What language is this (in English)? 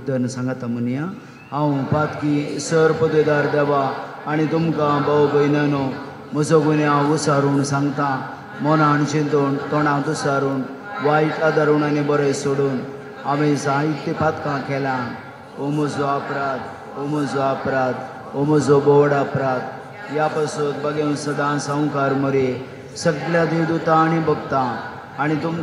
Konkani